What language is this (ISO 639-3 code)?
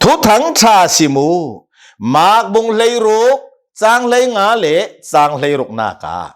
cnh